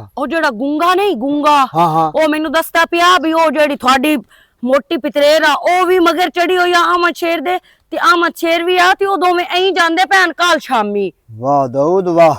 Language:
Western Panjabi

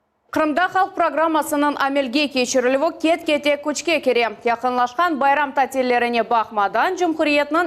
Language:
Crimean Tatar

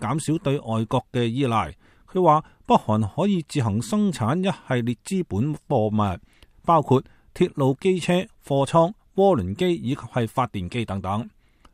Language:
Cantonese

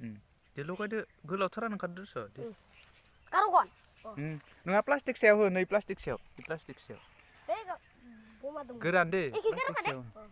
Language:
Bodo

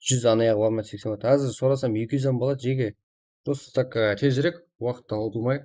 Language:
Kara-Kalpak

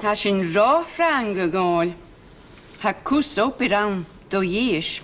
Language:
Scottish Gaelic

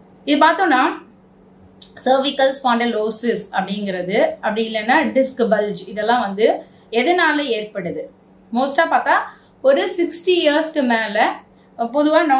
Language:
Tamil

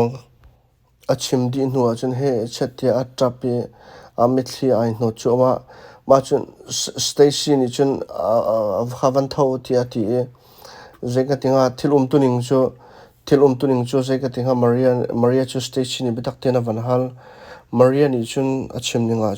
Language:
Hakha Chin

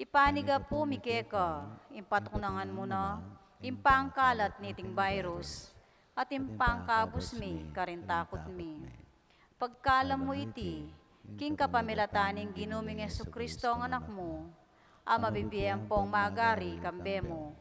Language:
Pampanga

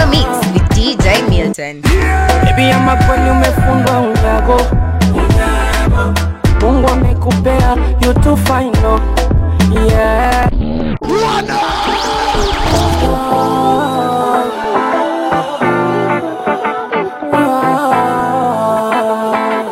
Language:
Swahili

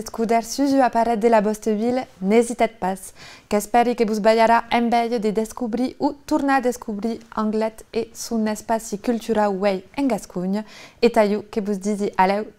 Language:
Occitan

